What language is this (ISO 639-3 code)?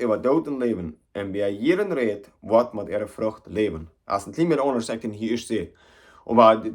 pdt